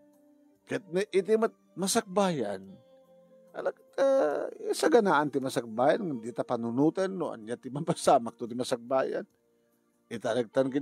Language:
Iloko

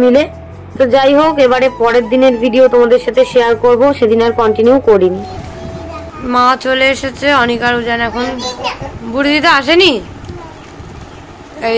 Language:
Bangla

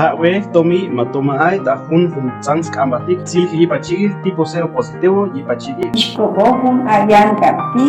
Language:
Chuj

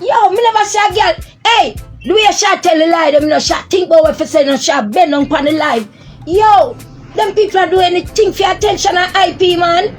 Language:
Jamaican Creole English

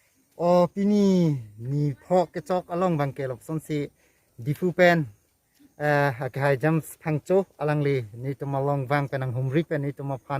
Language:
Karbi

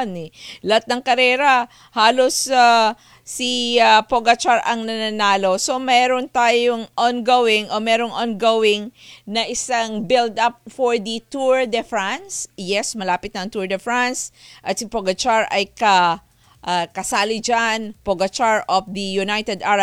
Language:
Filipino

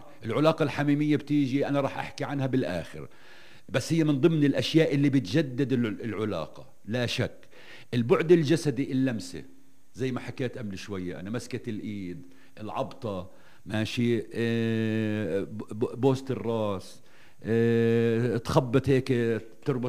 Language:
North Levantine Arabic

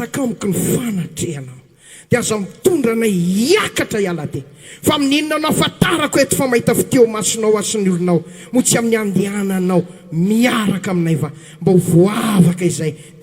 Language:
Malagasy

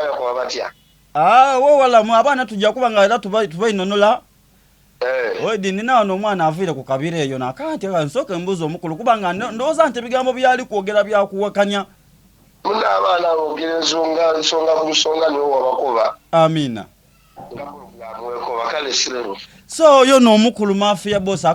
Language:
Soga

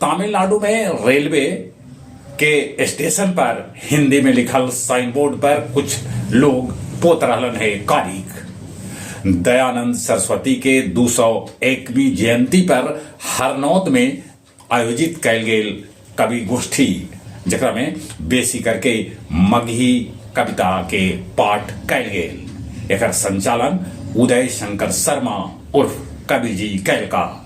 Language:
Magahi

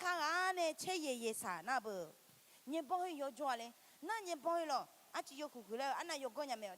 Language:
Akha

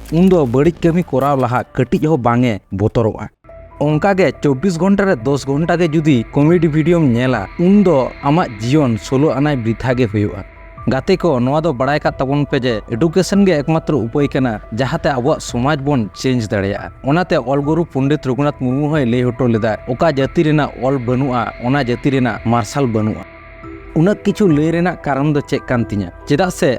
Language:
Santali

